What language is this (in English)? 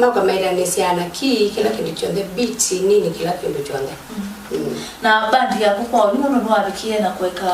Kamba